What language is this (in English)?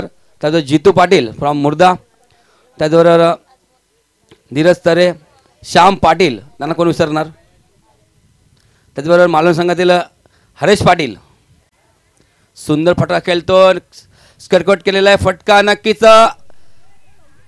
Marathi